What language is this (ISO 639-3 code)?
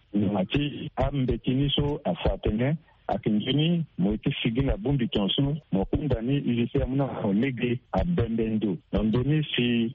sag